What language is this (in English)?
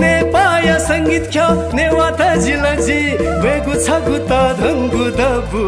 Newari